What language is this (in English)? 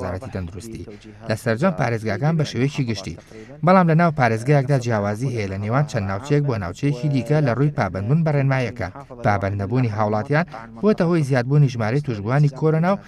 Central Kurdish